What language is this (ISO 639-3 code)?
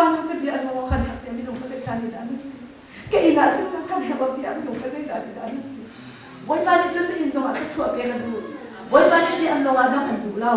cnh